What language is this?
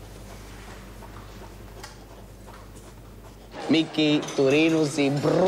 Slovak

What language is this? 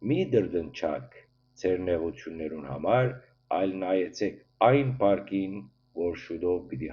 Western Armenian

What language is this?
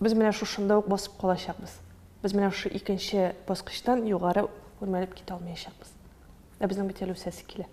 Tatar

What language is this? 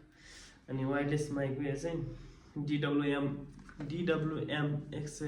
Nepali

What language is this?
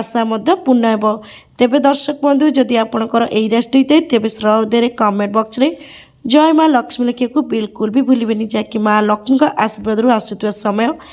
Odia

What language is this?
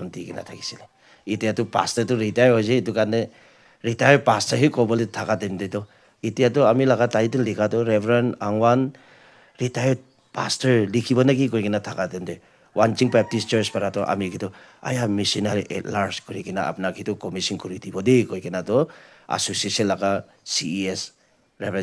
Naga Pidgin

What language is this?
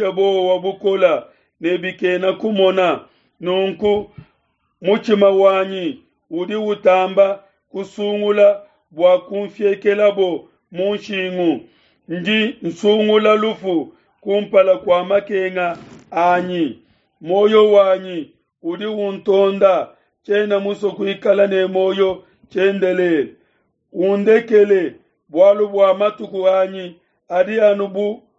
Luba-Lulua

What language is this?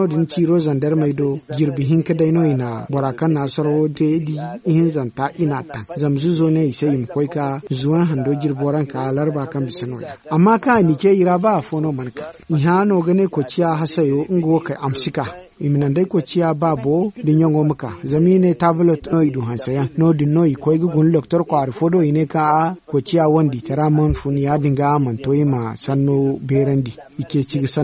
Zarma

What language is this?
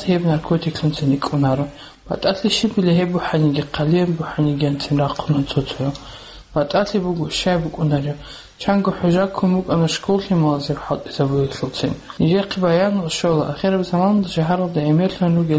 Avaric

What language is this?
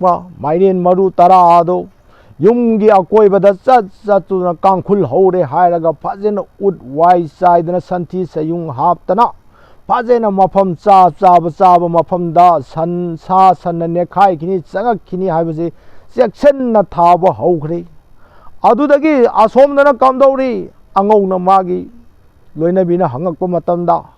Manipuri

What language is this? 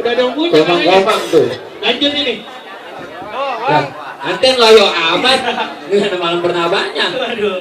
Betawi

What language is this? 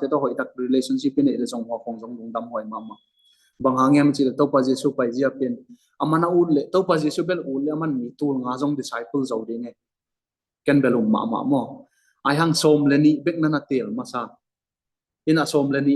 Tedim Chin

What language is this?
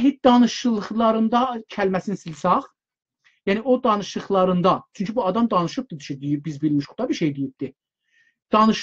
South Azerbaijani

